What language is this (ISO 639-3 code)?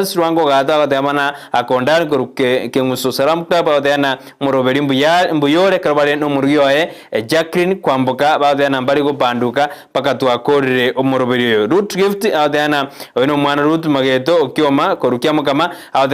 guz